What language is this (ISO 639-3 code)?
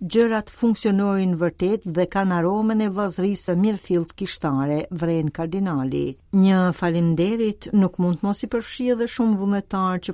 sqi